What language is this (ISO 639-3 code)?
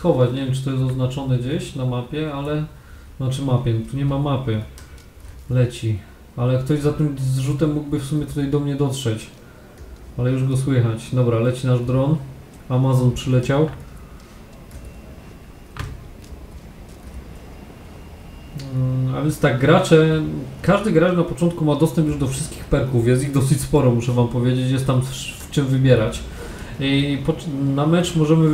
pol